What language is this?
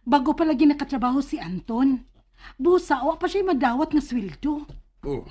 Cebuano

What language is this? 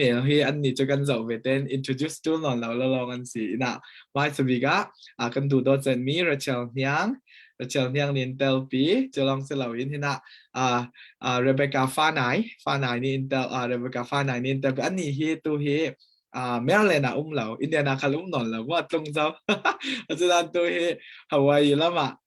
Falam Chin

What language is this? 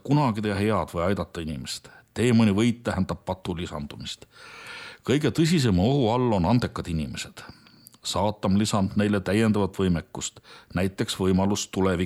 Estonian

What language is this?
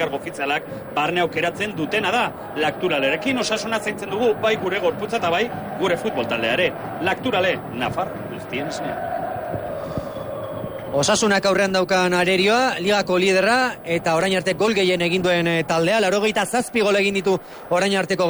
Basque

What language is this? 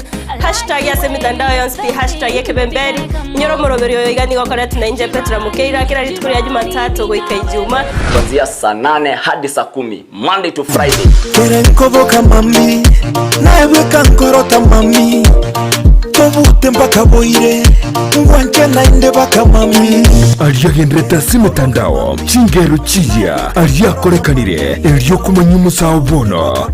Gusii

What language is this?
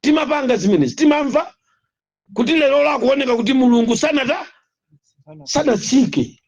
Nyanja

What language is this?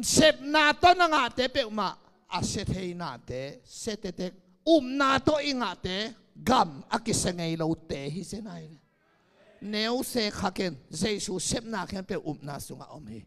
Tedim Chin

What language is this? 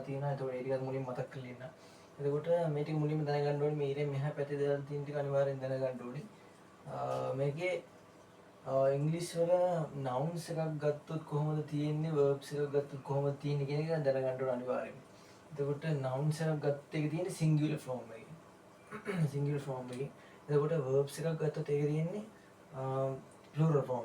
Sinhala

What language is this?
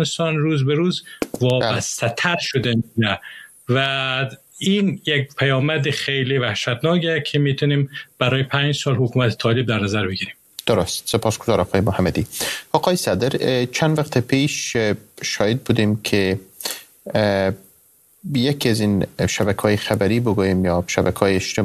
Persian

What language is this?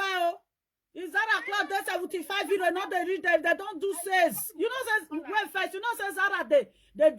Nigerian Pidgin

